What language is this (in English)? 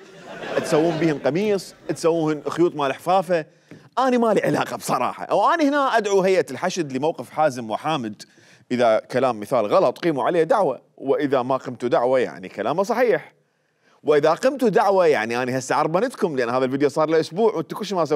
Mesopotamian Arabic